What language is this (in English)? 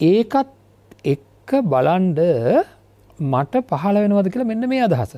Sinhala